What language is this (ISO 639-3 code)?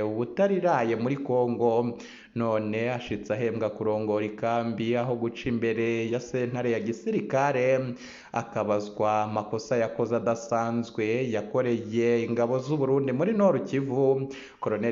run